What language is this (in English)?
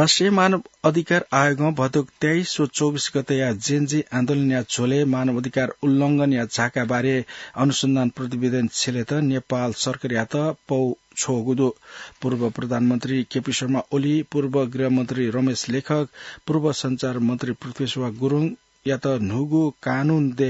Newari